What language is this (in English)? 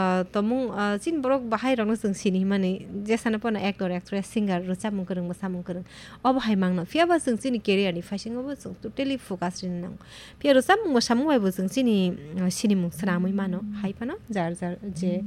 Kok Borok